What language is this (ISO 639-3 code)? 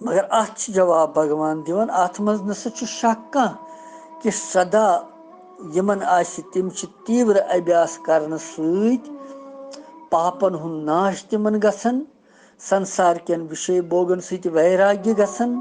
kas